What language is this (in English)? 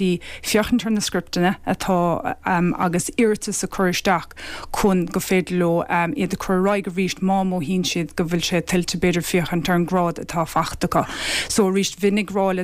Irish